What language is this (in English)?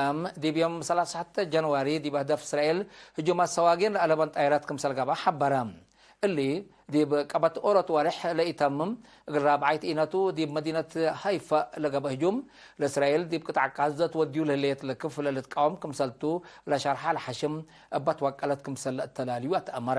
Tigre